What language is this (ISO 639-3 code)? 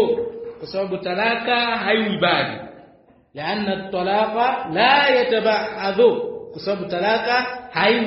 swa